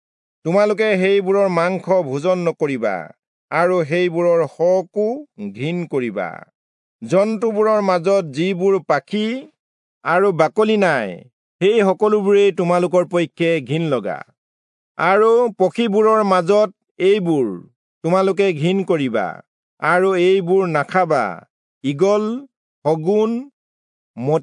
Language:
Assamese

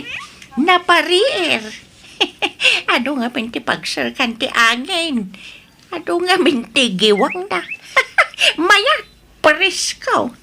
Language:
Iloko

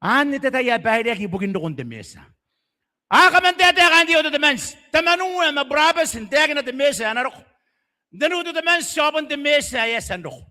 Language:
Gilbertese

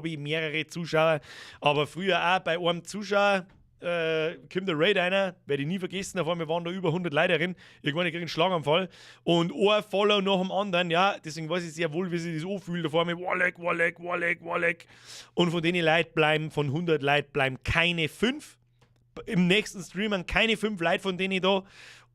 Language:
Bavarian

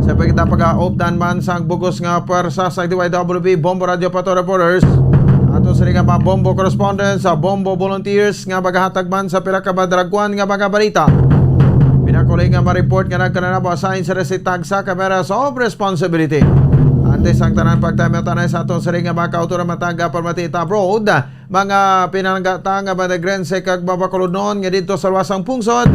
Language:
Hiligaynon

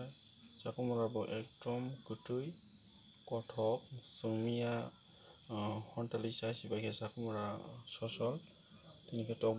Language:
Kok Borok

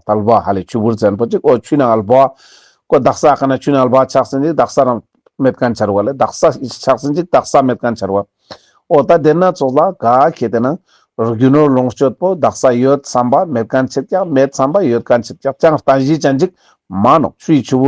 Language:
Ladakhi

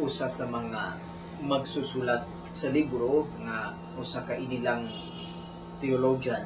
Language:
Cebuano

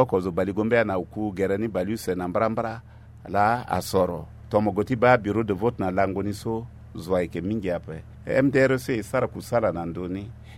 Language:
Sango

